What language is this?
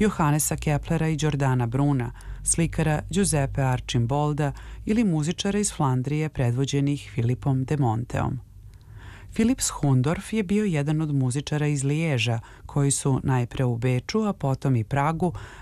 Serbian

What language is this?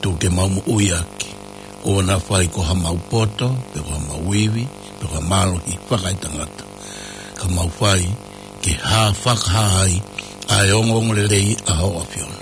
Tongan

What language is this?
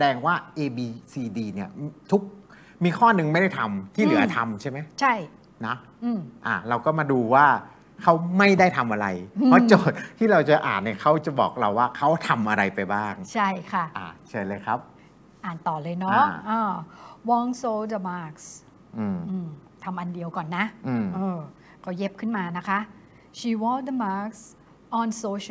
Thai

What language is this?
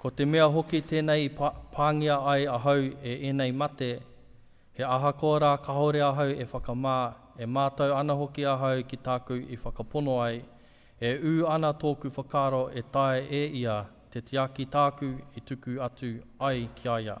Māori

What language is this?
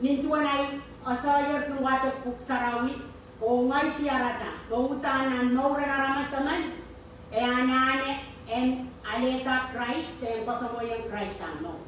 Pohnpeian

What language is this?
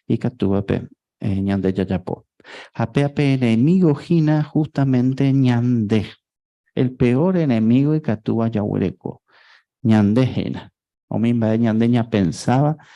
Guarani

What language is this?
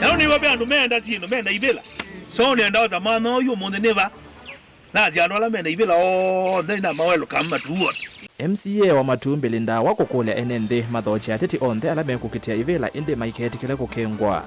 Kamba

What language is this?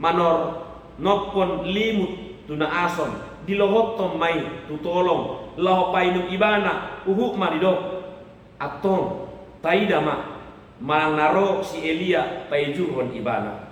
Batak Toba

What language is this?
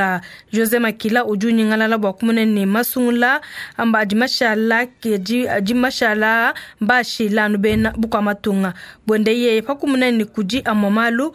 Luba-Lulua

